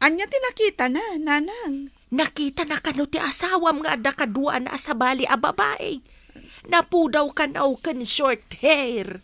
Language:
Iloko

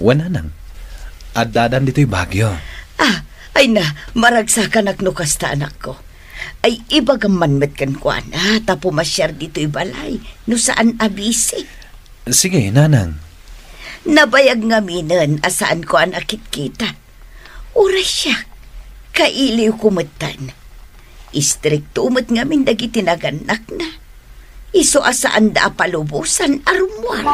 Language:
Iloko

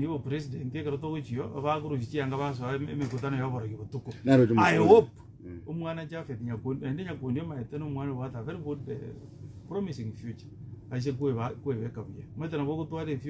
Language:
Gusii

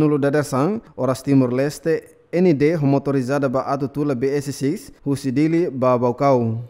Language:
Tetum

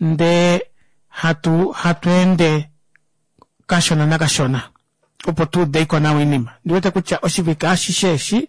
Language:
Kuanyama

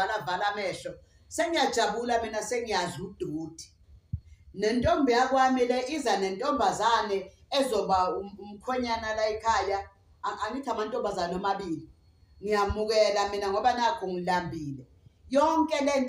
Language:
Zulu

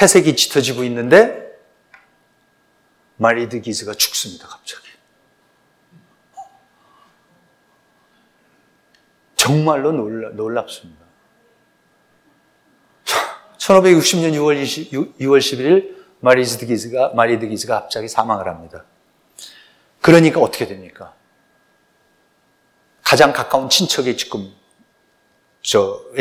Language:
Korean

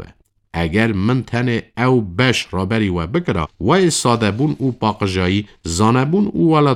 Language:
Kurdish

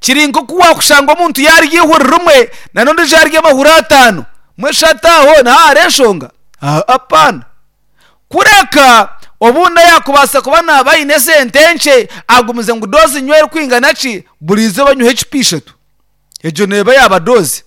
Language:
Nyankole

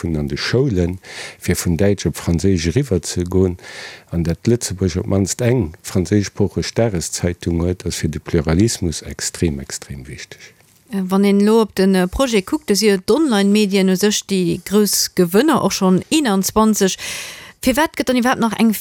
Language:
Luxembourgish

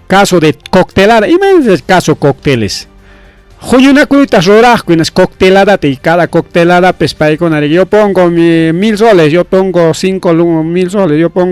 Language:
Ayacucho Quechua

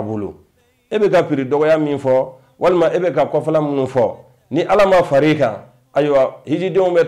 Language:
Bambara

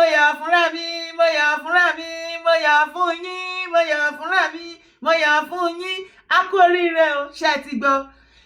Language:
Yoruba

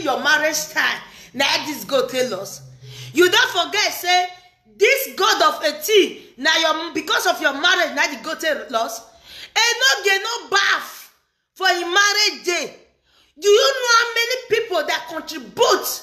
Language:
Nigerian Pidgin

